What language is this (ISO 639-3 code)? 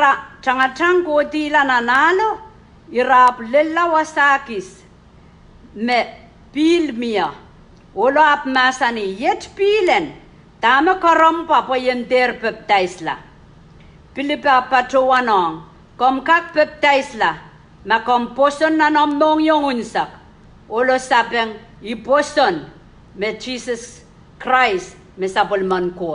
pon